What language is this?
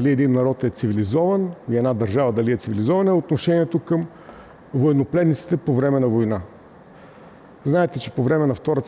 Bulgarian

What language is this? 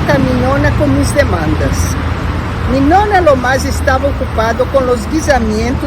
Ladino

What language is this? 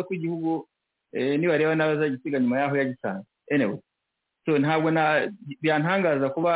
Kinyarwanda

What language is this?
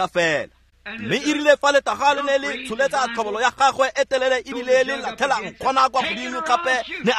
Tswana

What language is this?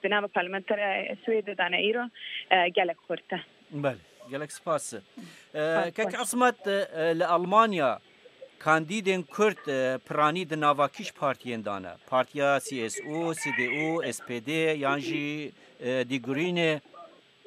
Kurdish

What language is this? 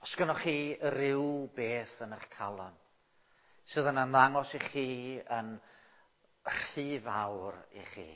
Welsh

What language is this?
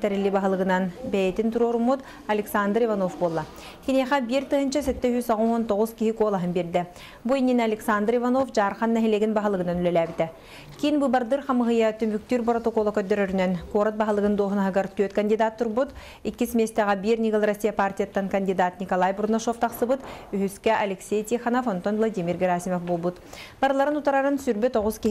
Yakut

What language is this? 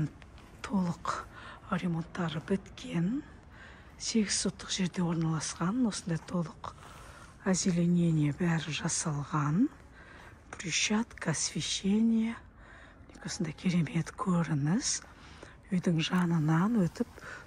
Kazakh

